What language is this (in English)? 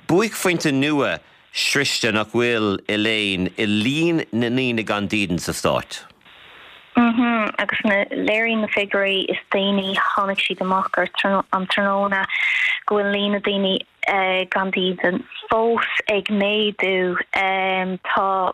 Irish